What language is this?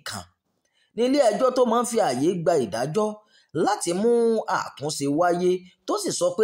Yoruba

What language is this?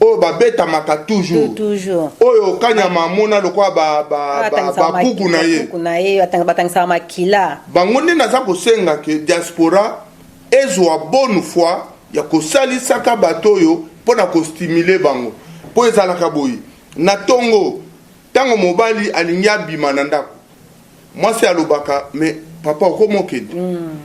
Lingala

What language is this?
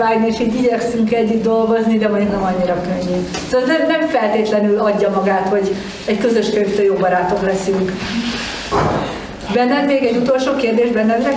Hungarian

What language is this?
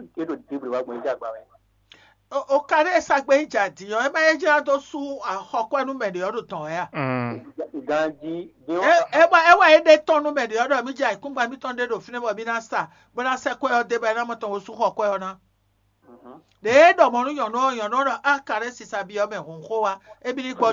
Fon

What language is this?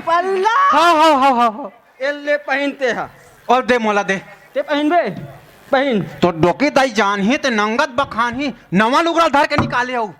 Chhattisgarhi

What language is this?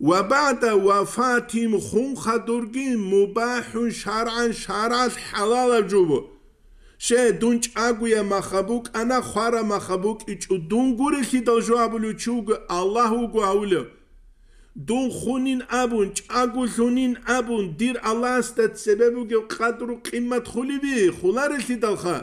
Avaric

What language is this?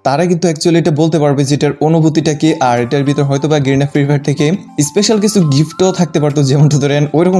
Bangla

